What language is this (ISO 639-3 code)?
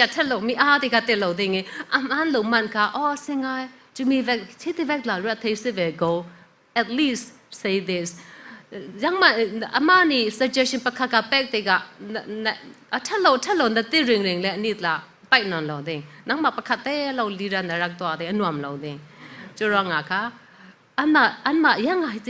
cfm